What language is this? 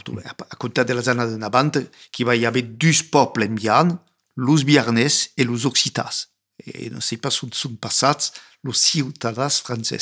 Occitan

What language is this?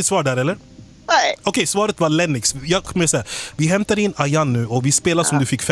Swedish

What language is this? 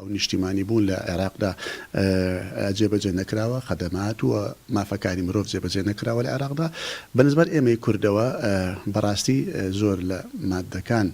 Central Kurdish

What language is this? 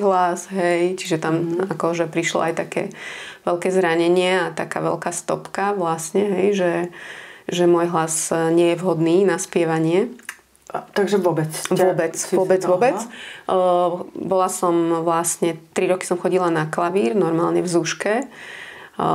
Slovak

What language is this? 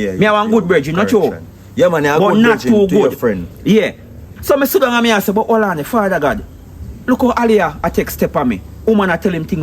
Jamaican Creole English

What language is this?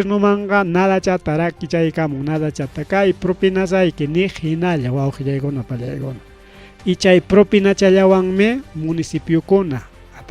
Ayacucho Quechua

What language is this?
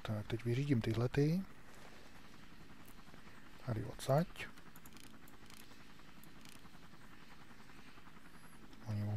Czech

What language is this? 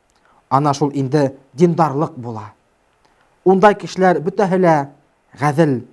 Bashkir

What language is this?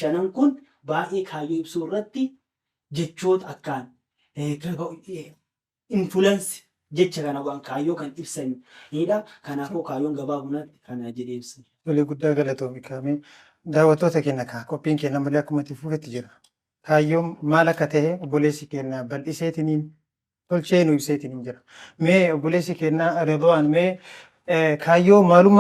Oromo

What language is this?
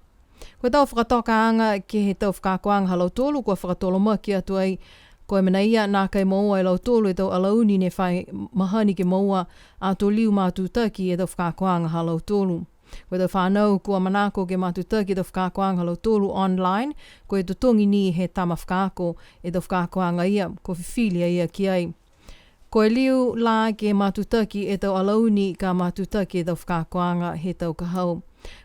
Niuean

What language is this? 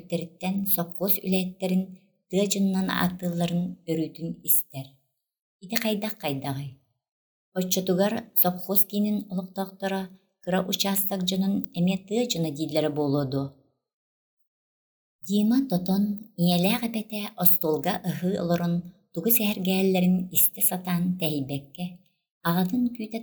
Yakut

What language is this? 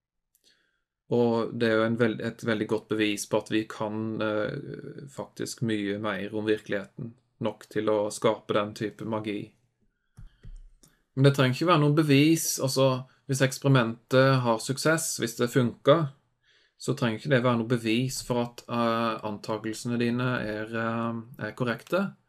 Norwegian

